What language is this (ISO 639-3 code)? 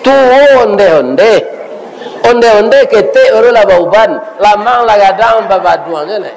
min